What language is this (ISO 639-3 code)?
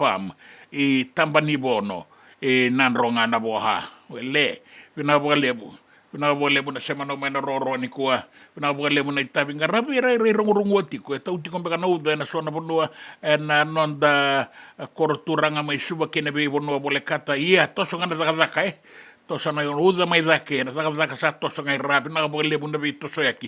fij